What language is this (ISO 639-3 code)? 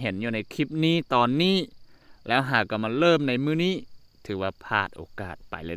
lao